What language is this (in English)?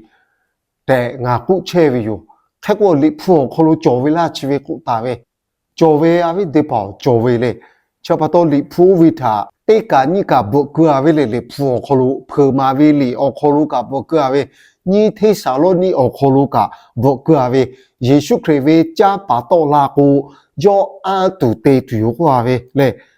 Lahu